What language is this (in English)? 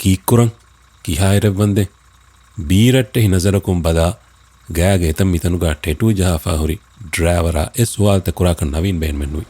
Divehi